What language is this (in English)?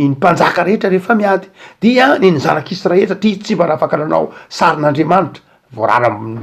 Malagasy